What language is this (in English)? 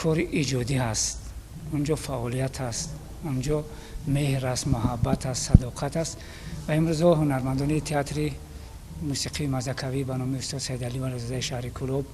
Tajik